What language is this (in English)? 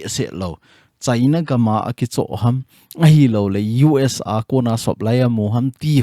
Thado Chin